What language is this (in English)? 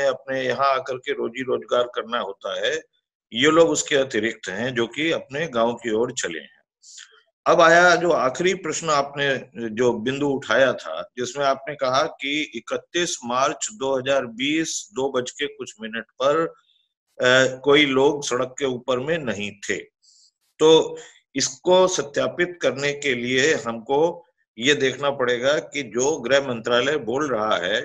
Hindi